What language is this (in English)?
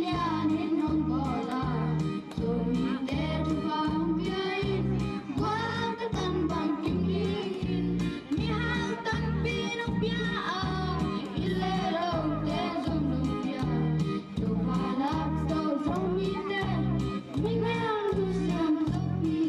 Tedim Chin